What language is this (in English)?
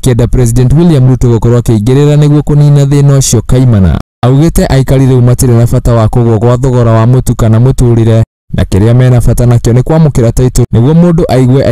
Kikuyu